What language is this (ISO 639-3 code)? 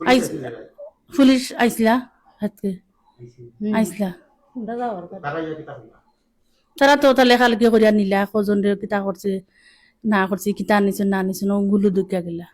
syl